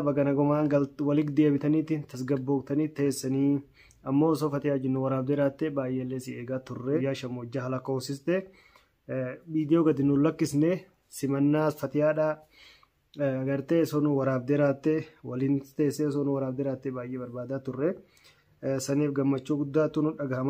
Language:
Oromo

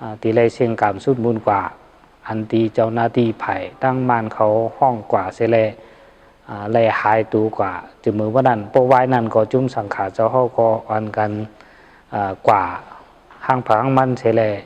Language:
Shan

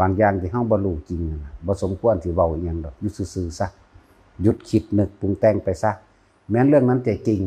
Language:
Northeastern Thai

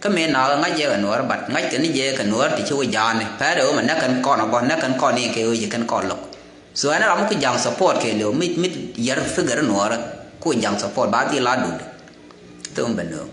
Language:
Nuer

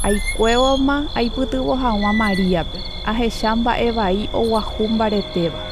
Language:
Guarani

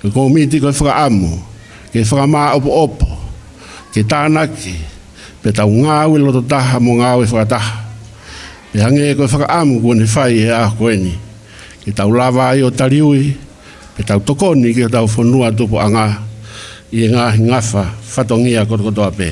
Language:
Tongan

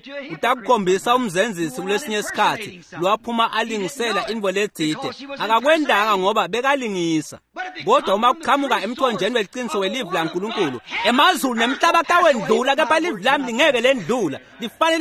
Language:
Swati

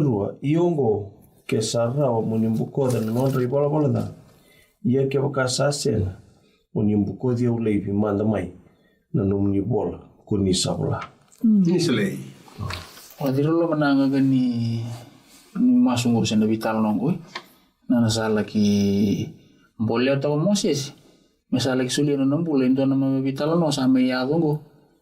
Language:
Fijian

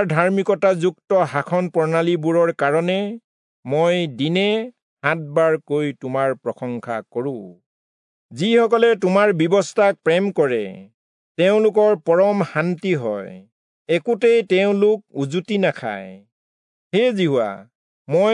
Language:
Assamese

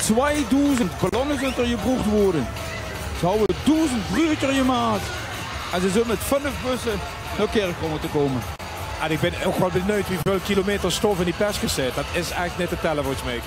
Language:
Limburgish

